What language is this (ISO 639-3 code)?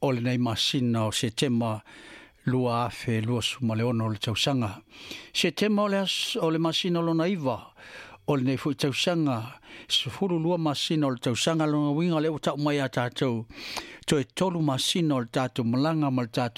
smo